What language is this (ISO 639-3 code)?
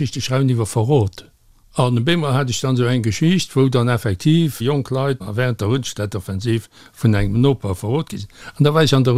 ltz